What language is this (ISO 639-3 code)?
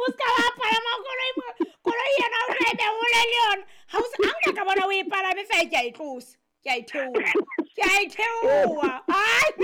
sot